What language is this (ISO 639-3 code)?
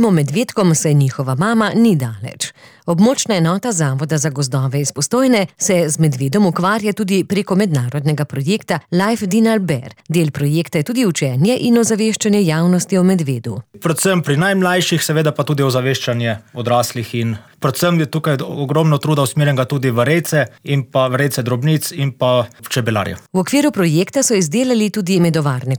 slv